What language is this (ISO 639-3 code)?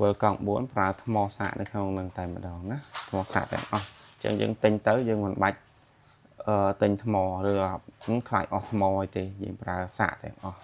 khm